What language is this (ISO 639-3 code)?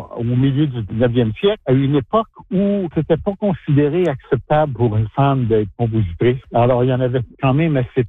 fra